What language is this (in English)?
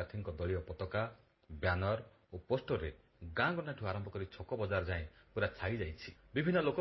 Odia